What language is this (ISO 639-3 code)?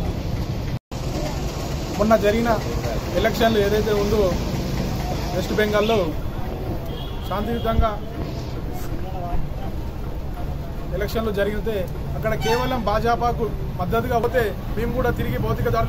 tel